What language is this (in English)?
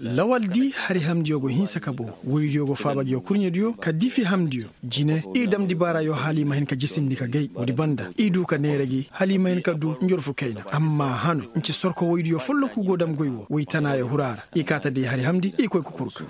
Koyraboro Senni